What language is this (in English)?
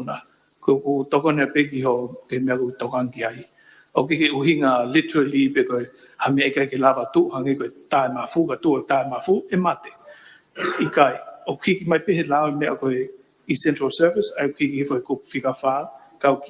Tongan